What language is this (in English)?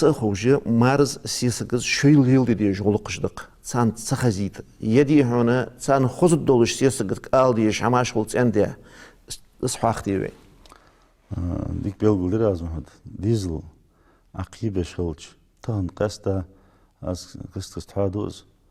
Ingush